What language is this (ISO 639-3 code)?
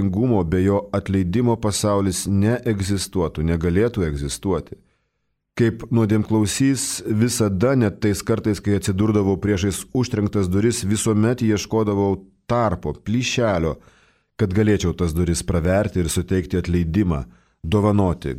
lit